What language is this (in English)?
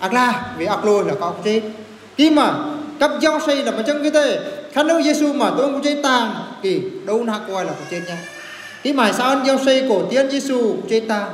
Eastern Bru